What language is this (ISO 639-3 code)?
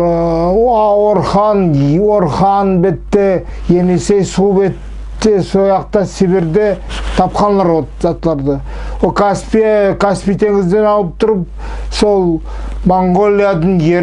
nog